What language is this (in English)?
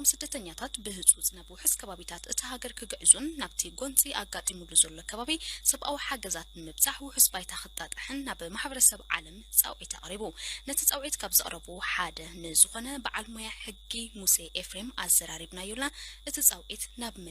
Tigrinya